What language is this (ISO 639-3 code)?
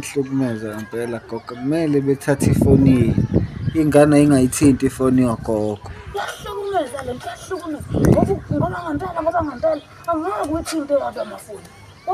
zul